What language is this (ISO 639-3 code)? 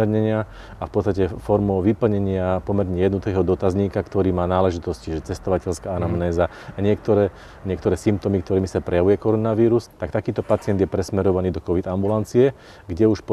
slk